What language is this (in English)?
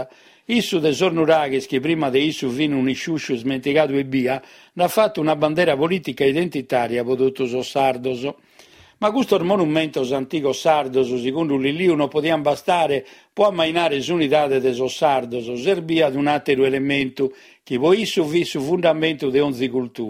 Sardinian